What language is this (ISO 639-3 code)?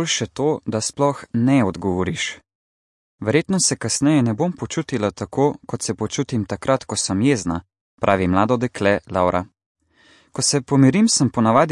slv